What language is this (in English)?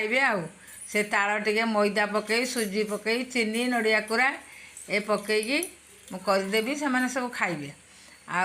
Odia